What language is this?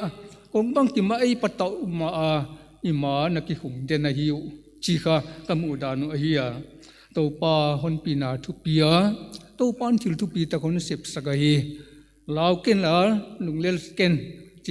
Paite Chin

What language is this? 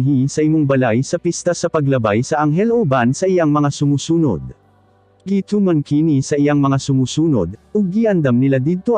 Cebuano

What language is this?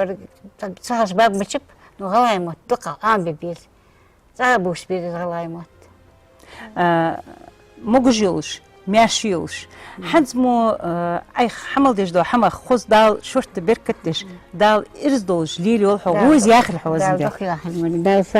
Ingush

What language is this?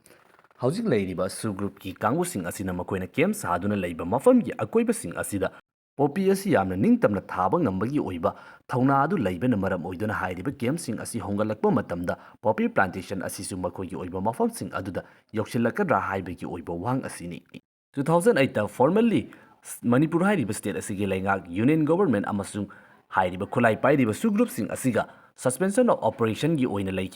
Manipuri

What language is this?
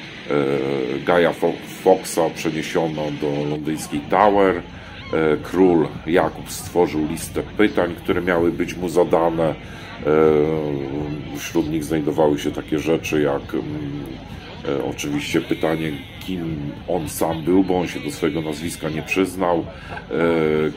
Polish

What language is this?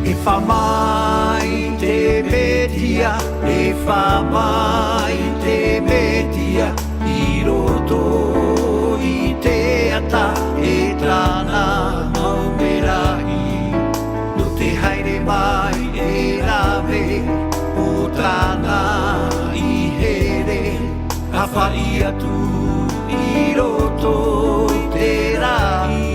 Tahitian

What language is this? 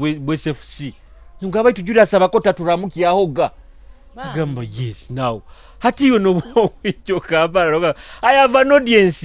Nyoro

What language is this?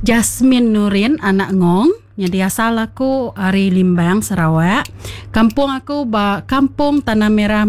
Iban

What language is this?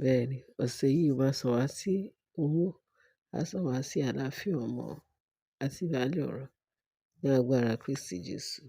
Yoruba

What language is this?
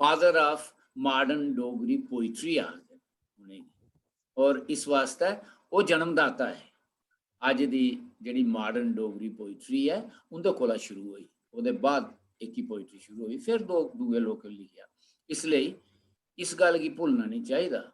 Dogri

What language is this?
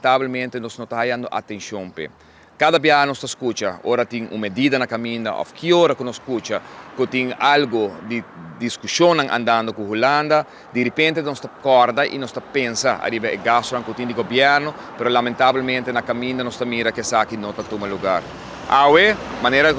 Papiamento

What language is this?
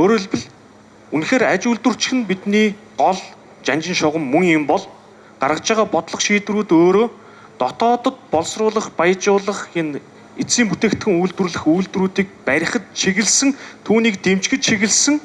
Mongolian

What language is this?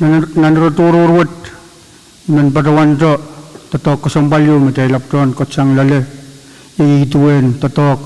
Pohnpeian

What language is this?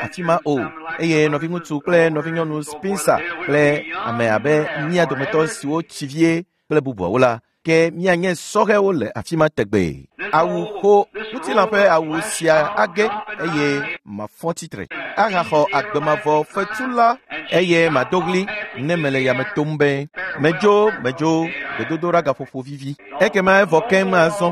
Ewe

